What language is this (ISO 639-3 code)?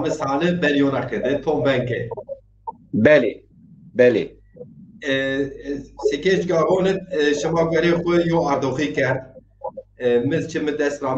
zza